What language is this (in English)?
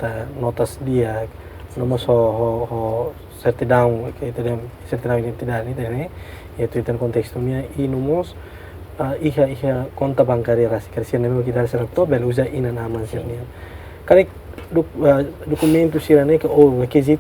Tetum